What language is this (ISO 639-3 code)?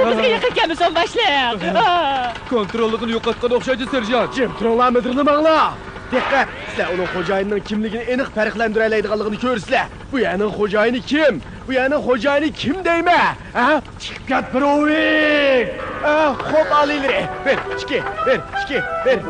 uig